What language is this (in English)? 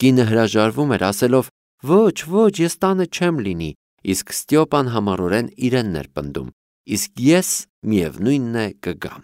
Armenian